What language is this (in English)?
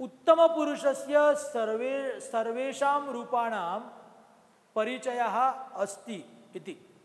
Sanskrit